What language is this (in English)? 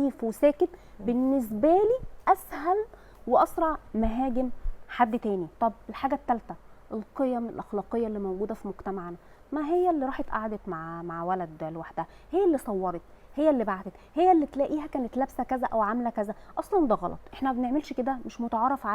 Egyptian Arabic